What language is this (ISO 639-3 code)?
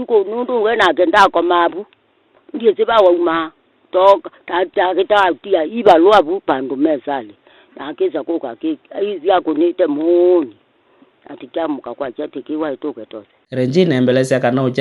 kam